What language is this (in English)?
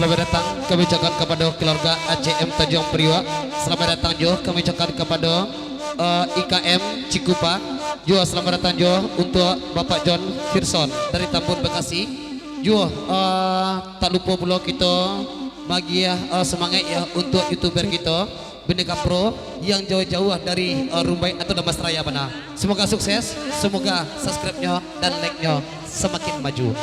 Minangkabau